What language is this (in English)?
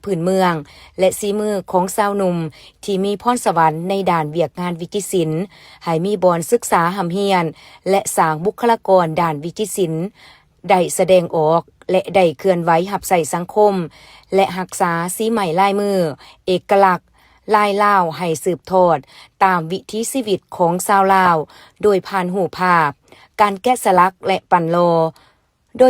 Lao